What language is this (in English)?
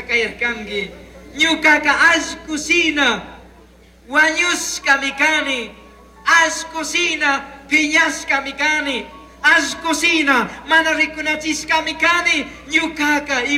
Chimborazo Highland Quichua